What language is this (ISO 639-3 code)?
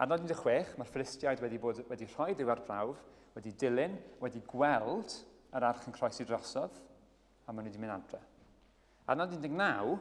cym